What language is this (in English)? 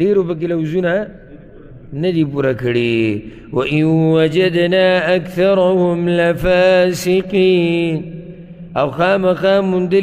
Pashto